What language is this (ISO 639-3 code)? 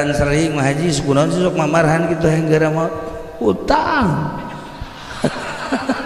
sun